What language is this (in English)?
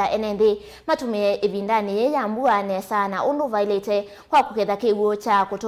Kamba